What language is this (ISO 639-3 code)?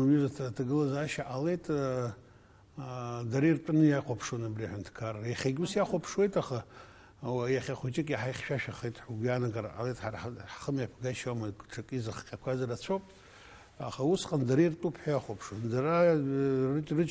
abk